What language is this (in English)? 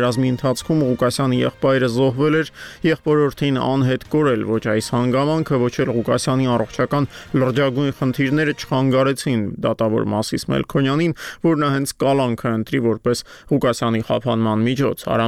Armenian